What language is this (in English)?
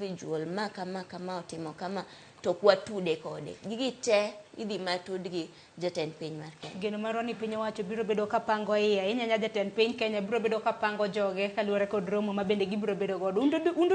Luo (Kenya and Tanzania)